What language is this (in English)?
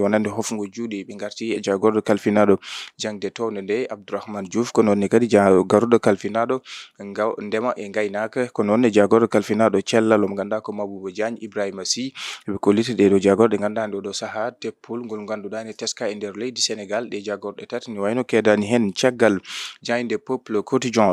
Fula